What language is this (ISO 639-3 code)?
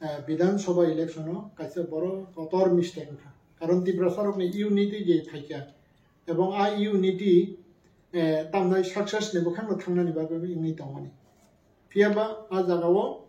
trp